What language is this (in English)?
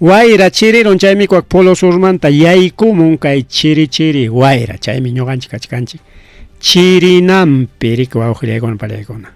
Ayacucho Quechua